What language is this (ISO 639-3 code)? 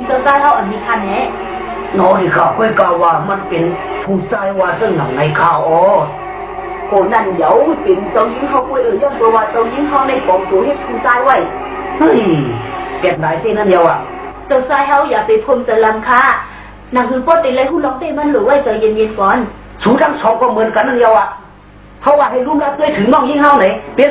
shn